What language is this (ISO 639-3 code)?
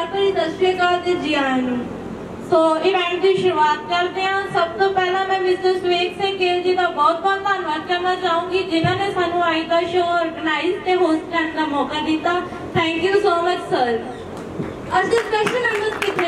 pan